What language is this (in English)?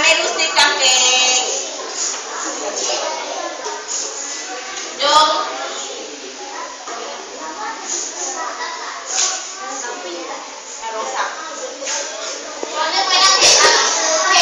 Thai